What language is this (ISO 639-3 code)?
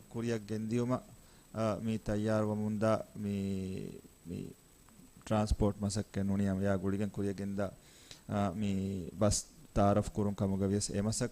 div